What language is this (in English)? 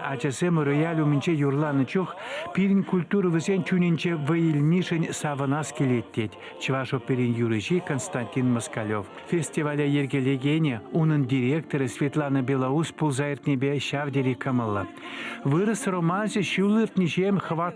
Chuvash